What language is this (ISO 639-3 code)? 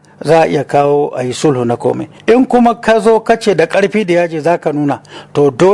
hau